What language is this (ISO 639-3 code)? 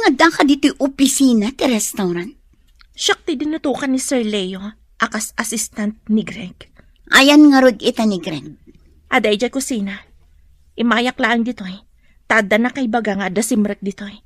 ilo